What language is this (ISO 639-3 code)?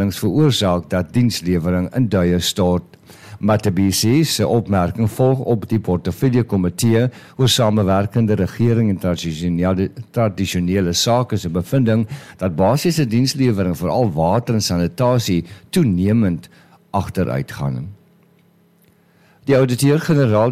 afr